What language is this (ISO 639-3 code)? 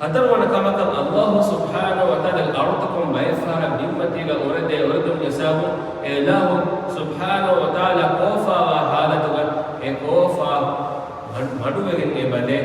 div